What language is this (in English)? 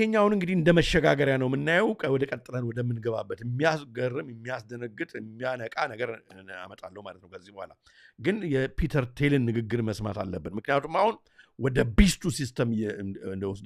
Amharic